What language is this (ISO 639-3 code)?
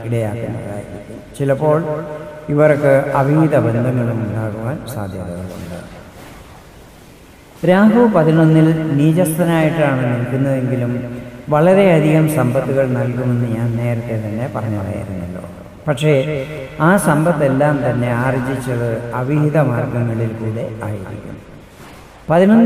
mal